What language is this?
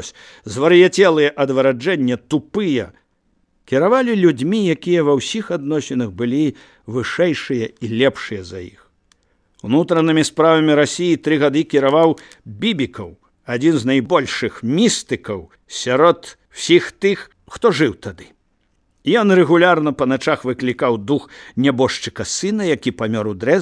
Belarusian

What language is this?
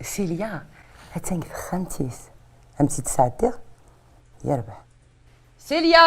Kabyle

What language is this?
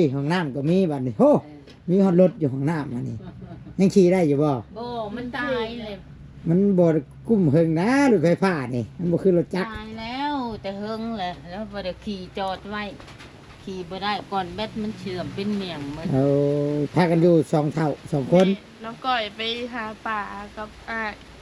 Northeastern Thai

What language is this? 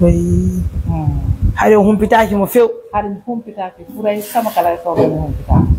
Pular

